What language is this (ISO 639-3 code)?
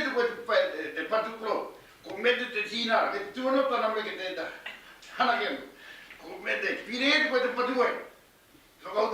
mri